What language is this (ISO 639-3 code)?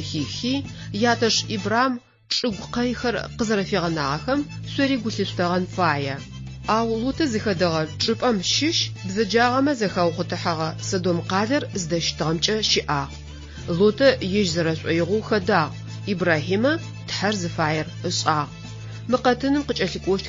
ady